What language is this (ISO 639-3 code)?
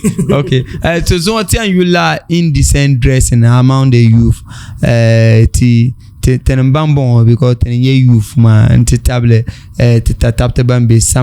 dag